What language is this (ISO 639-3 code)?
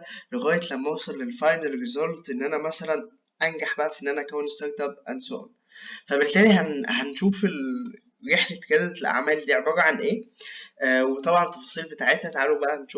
arz